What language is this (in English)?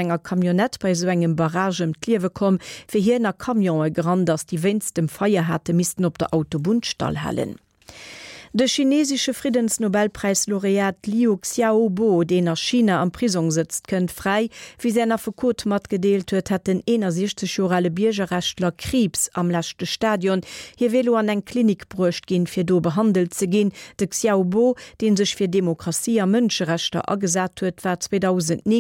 Luxembourgish